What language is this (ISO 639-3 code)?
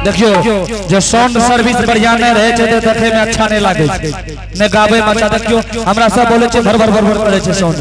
anp